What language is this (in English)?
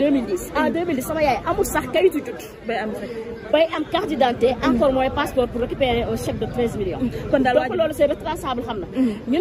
Wolof